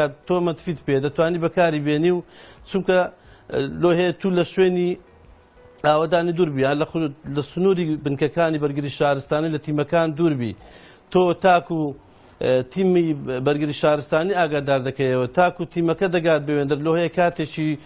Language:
Central Kurdish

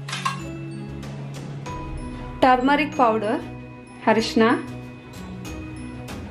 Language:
Kannada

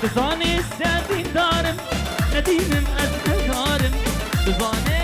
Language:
Kurdish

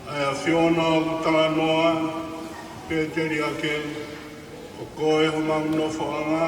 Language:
Tongan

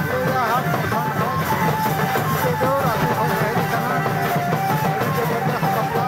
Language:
Santali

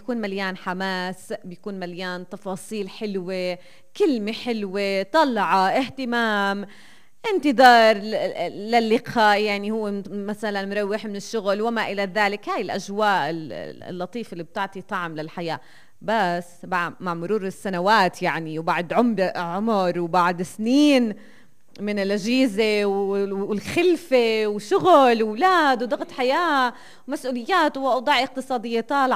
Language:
North Levantine Arabic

